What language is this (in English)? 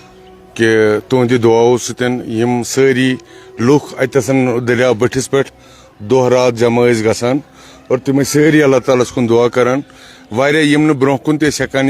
Kashmiri